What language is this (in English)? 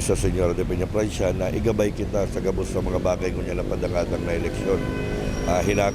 Bikol